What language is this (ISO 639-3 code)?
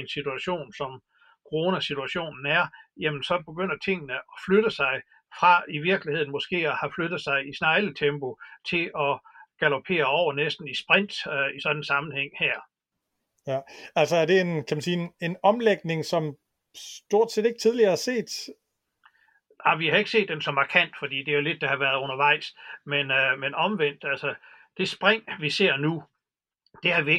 dan